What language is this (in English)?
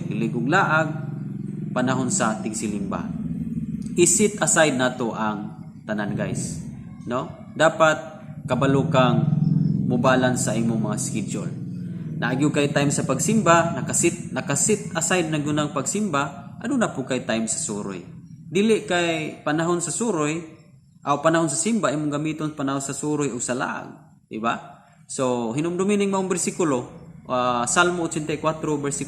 Cebuano